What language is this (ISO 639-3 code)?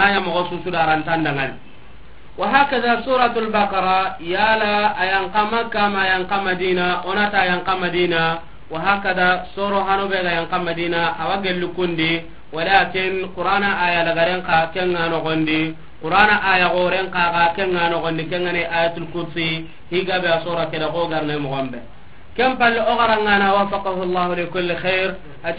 snk